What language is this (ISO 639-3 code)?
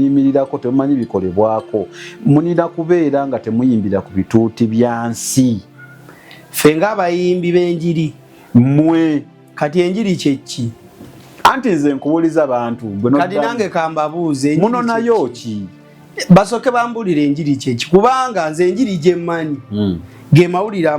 lug